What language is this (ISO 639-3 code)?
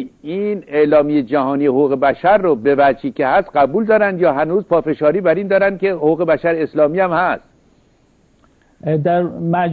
fas